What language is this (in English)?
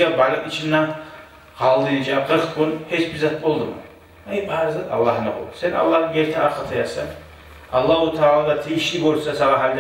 Kumyk